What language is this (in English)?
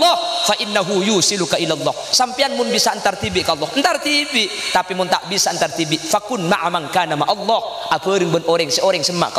Madurese